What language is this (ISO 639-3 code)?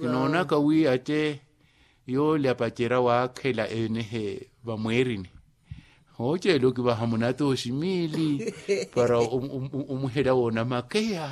vmw